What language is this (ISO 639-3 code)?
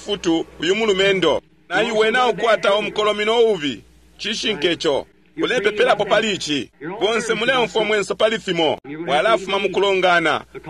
bem